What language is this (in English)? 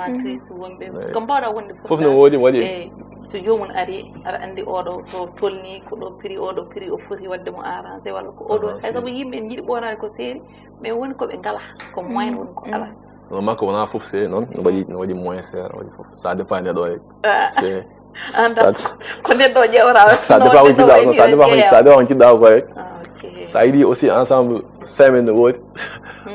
Fula